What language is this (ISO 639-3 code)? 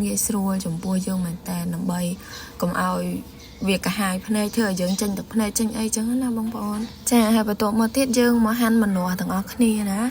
khm